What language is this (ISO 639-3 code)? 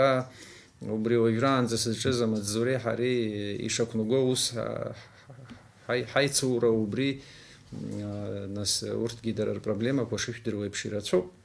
abk